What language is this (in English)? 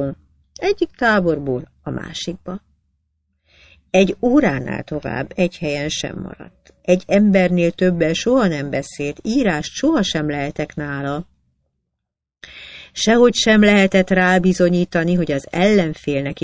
Hungarian